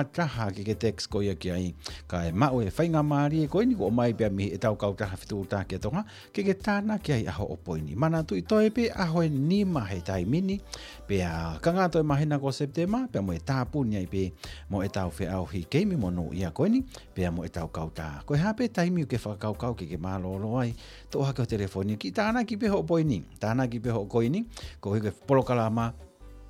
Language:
Tongan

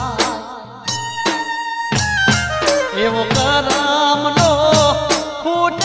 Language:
Gujarati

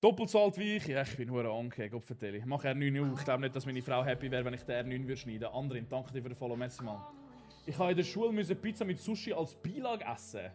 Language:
Swiss German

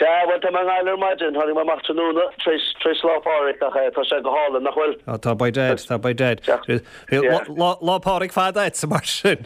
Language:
Irish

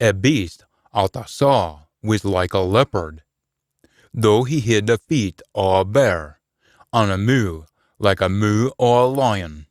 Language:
Scots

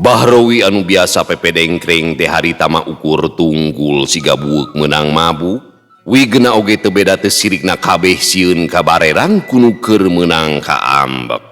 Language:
Sundanese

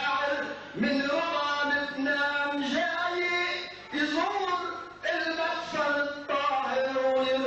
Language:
North Levantine Arabic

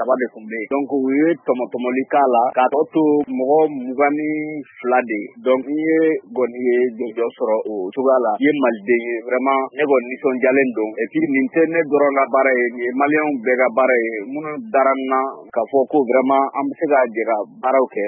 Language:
Bambara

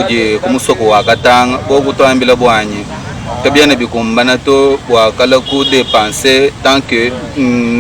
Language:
Luba-Lulua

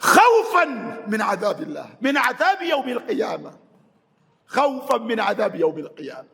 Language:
Ganda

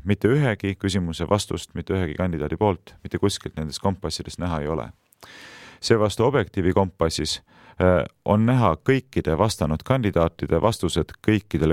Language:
Estonian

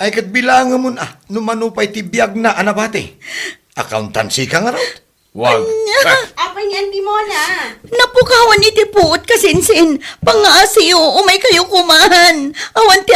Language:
Iloko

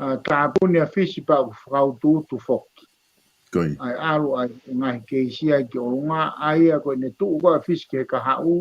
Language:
Tongan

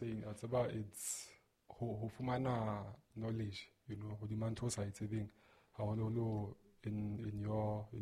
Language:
Southern Sotho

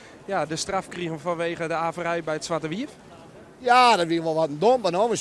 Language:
Western Frisian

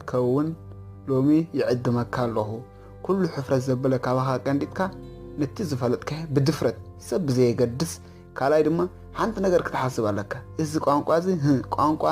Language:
Tigrinya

